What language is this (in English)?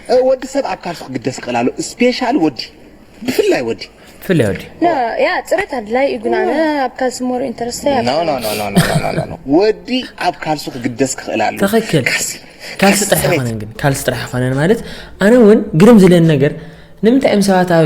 Tigrinya